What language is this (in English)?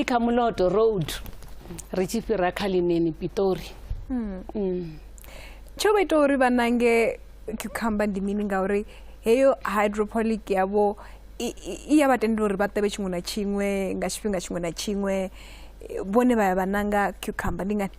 Venda